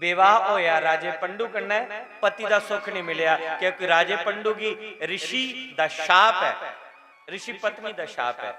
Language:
Dogri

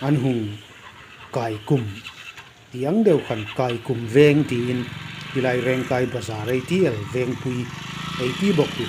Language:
Hmar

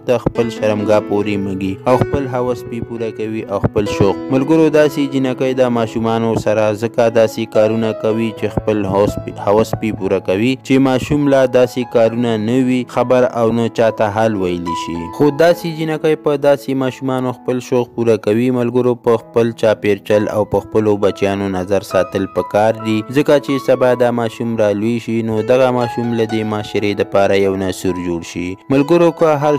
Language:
Pashto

